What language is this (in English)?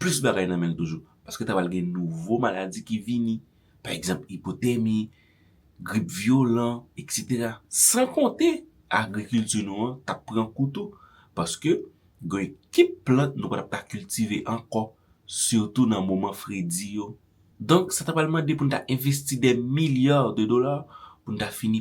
Haitian Creole